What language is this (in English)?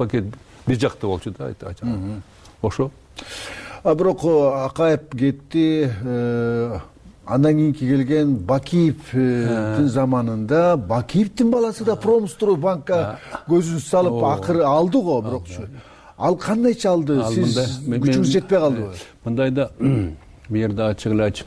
Kyrgyz